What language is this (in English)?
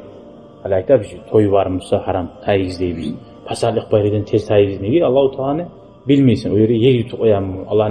Kumyk